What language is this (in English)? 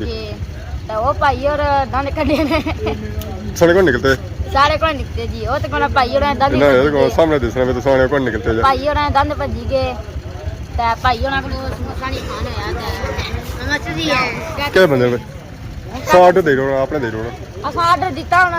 Pahari-Potwari